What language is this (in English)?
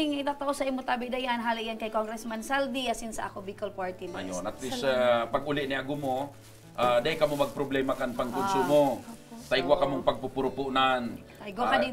Bikol